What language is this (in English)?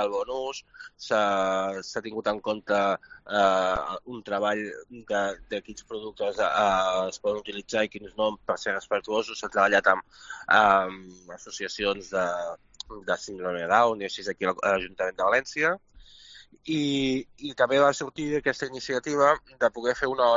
Catalan